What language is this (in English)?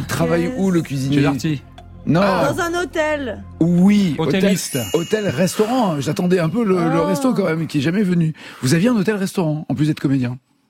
French